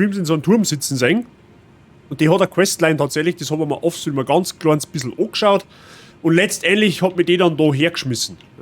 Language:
Bavarian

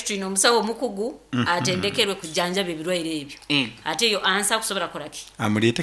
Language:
Nyoro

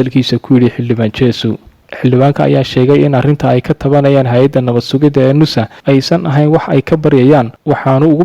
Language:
Somali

